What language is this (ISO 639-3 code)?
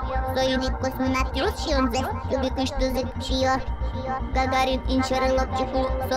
udm